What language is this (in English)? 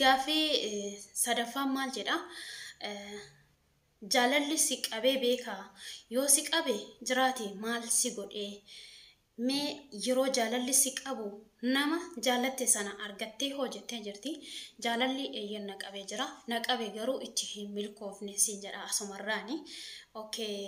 Oromo